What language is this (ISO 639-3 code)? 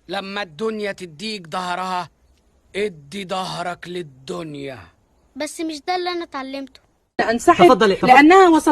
arz